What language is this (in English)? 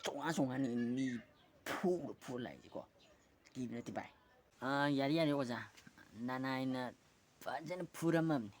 Manipuri